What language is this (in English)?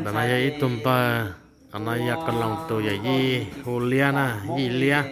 Hmong